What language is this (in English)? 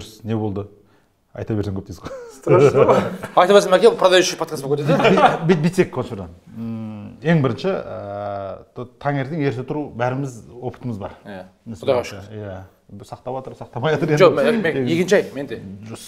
Kazakh